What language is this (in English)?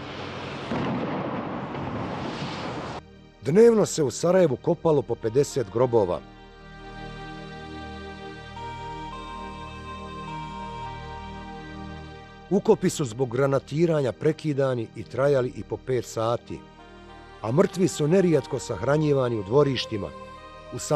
Bosnian